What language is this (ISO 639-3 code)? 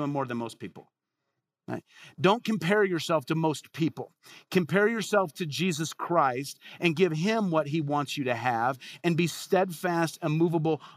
eng